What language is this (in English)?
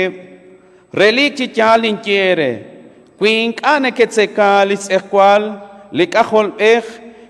Kekchí